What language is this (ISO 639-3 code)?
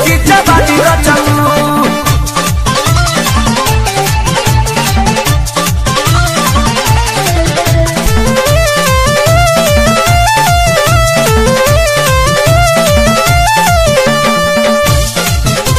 bho